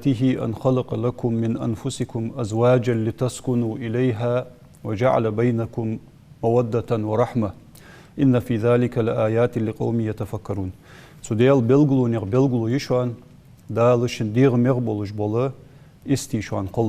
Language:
Ingush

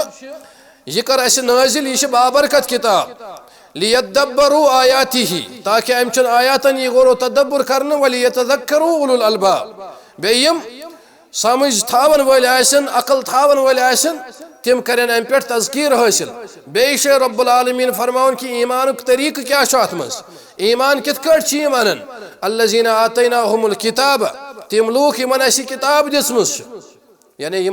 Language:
Kashmiri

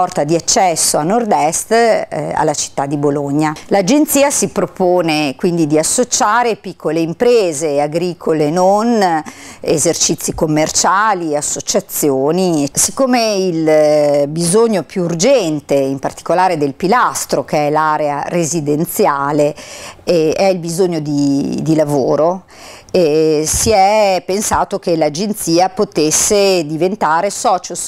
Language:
Italian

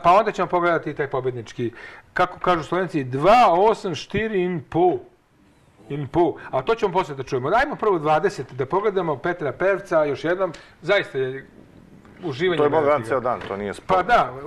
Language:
Serbian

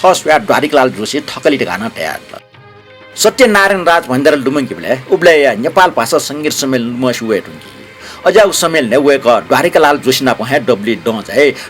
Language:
Newari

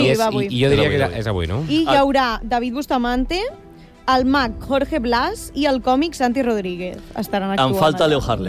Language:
Catalan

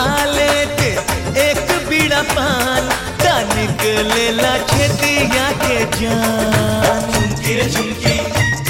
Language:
Bhojpuri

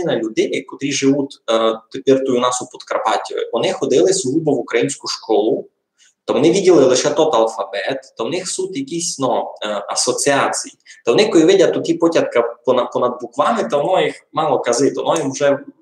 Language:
Rusyn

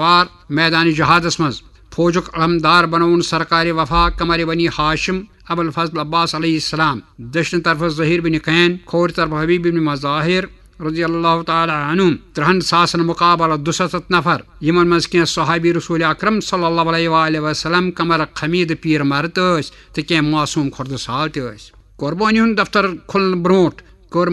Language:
Kashmiri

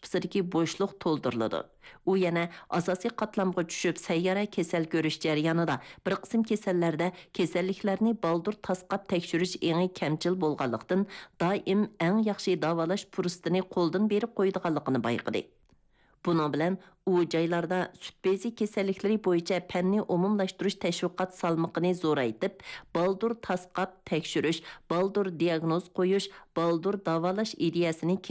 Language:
Uyghur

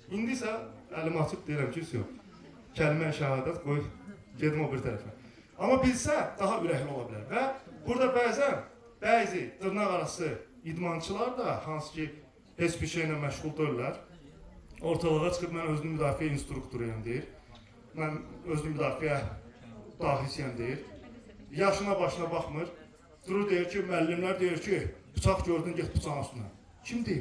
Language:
Azerbaijani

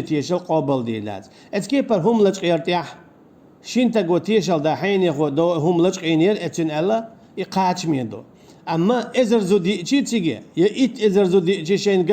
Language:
Chechen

